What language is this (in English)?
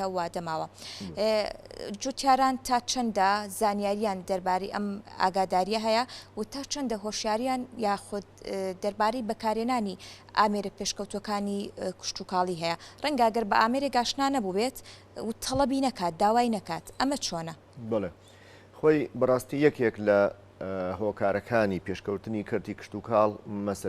Central Kurdish